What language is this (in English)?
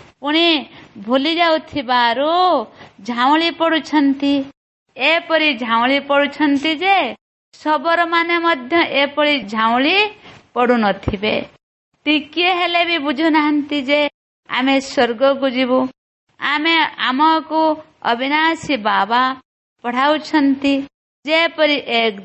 Odia